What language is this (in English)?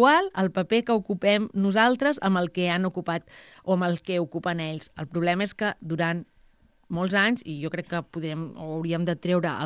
Catalan